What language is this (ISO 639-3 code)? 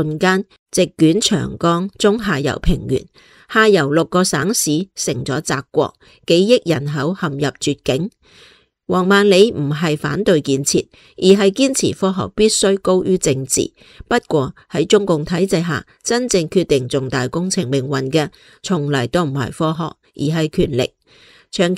yue